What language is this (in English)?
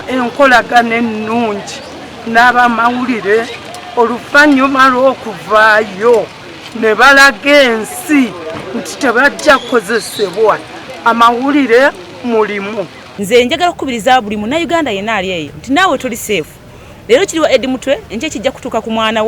Ganda